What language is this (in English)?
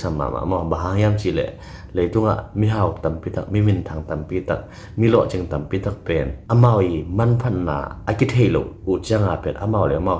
Tedim Chin